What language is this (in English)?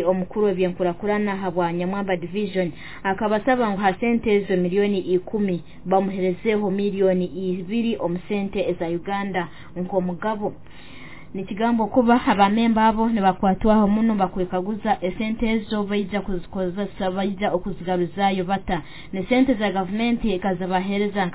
Nyoro